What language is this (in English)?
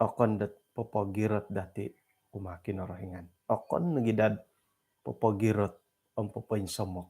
Central Dusun